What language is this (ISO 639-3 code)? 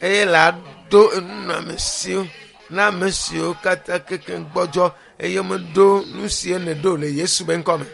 ewe